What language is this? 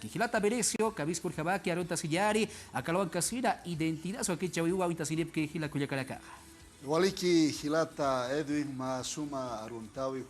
Aymara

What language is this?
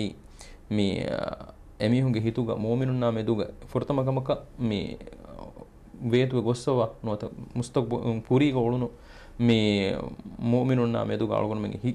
Divehi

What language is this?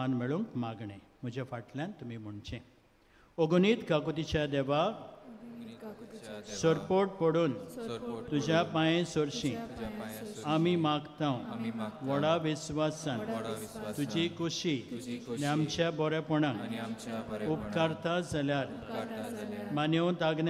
Konkani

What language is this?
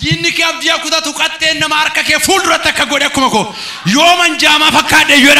Oromo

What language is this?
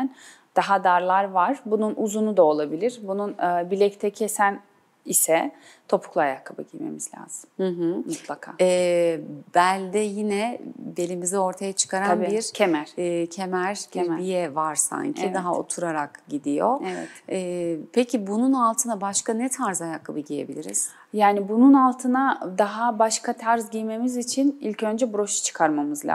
Turkish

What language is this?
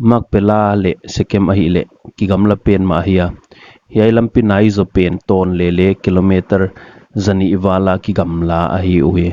Paite Chin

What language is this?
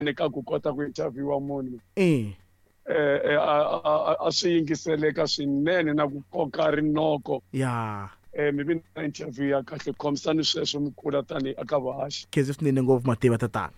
Tsonga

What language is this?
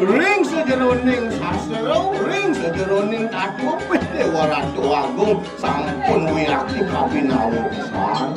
Balinese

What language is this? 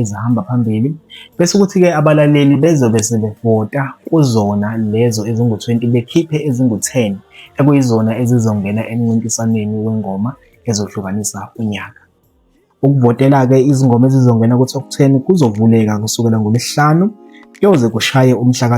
Zulu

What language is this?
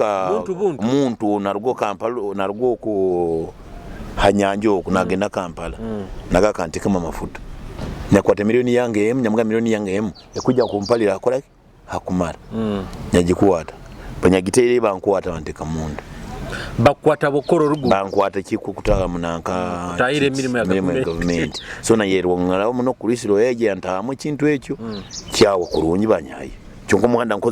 Nyoro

